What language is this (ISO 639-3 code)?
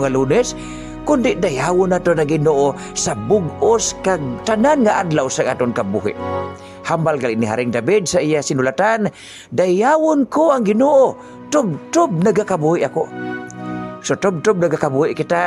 hil